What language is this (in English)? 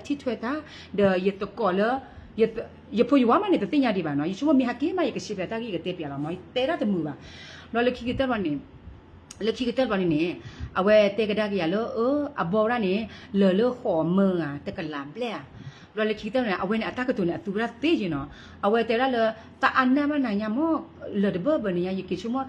S'gaw Karen